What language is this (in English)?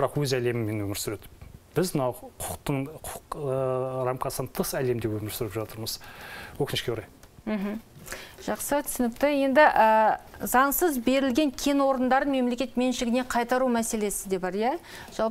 Kazakh